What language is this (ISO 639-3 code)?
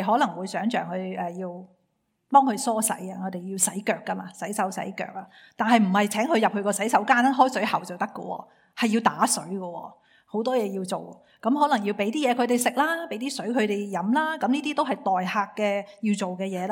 yue